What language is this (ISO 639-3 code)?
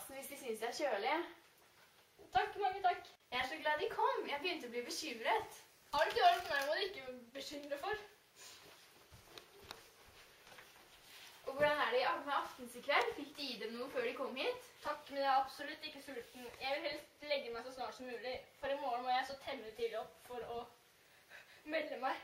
nor